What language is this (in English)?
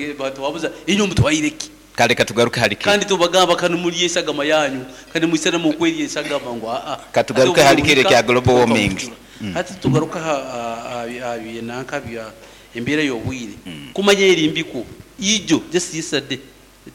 Nyankole